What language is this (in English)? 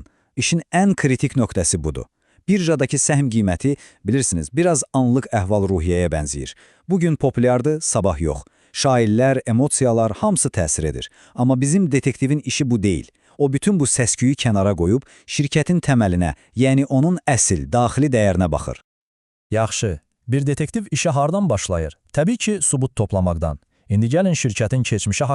Azerbaijani